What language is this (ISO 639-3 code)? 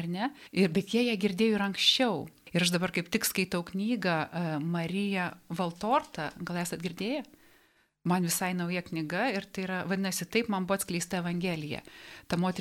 lit